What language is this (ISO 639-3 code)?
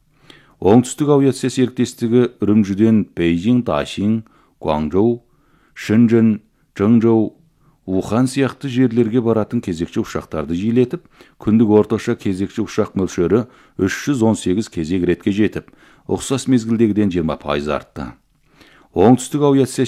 kaz